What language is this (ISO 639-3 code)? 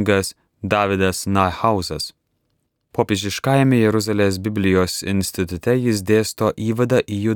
lit